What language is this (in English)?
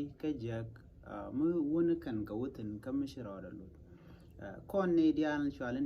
Nuer